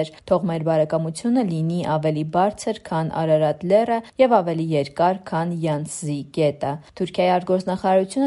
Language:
Armenian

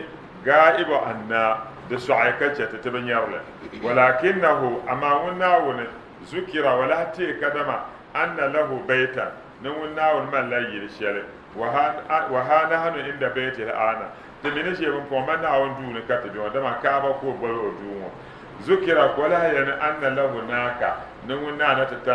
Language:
Dagbani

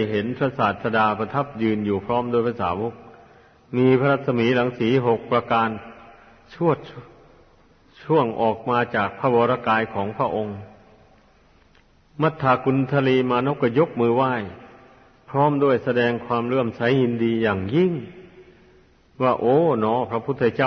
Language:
Thai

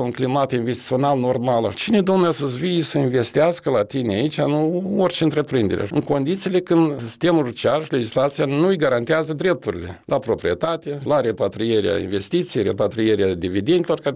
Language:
Romanian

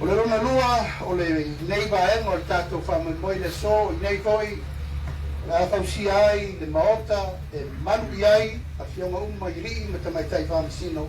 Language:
Samoan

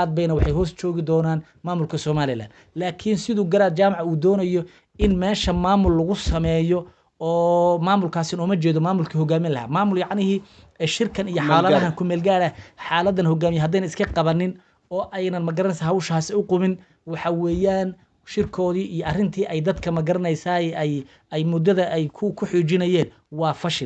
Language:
Somali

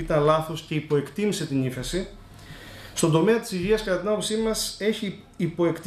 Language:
Greek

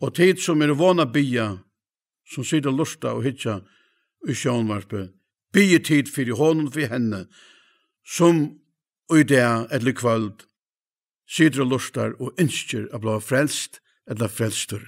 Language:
Faroese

